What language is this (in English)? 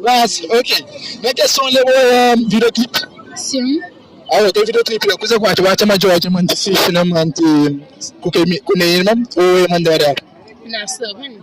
Kabuverdianu